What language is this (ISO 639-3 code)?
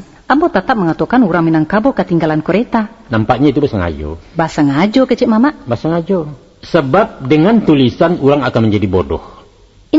min